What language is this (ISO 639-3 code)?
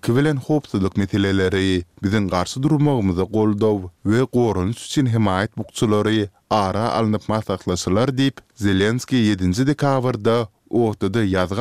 tuk